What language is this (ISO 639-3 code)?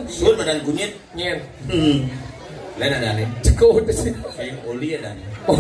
ban